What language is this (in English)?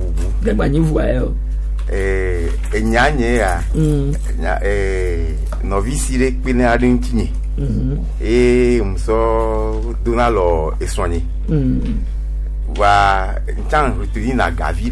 Gen